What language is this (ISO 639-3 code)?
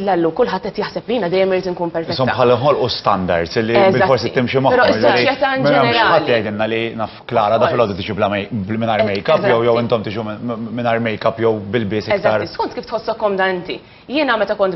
mlt